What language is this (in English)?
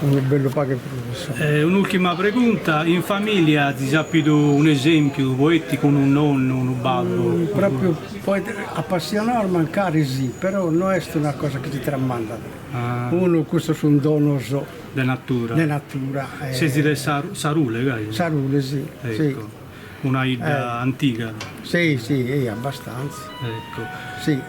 Sardinian